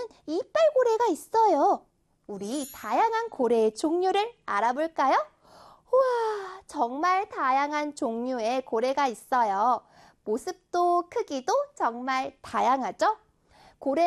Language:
Korean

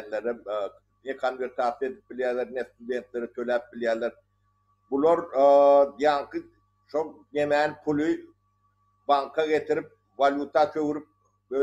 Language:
Turkmen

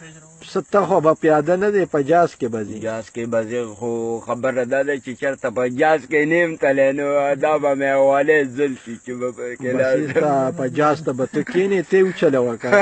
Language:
Pashto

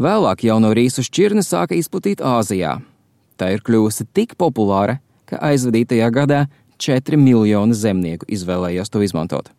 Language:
Latvian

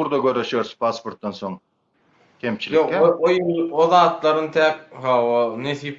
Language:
Turkmen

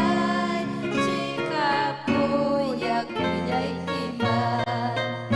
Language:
Ayacucho Quechua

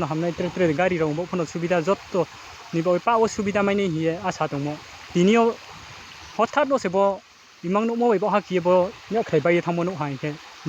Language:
Riang (India)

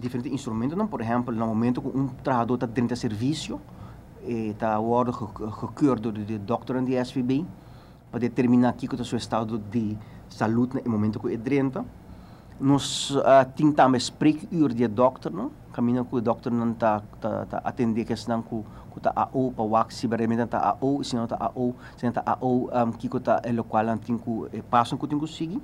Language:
Papiamento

